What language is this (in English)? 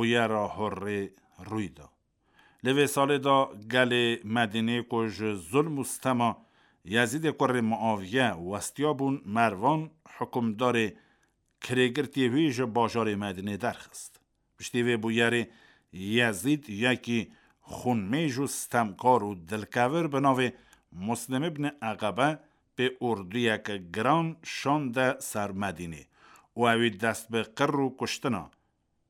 Kurdish